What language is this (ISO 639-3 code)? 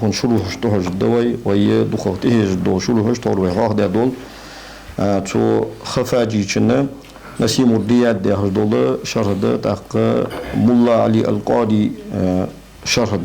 inh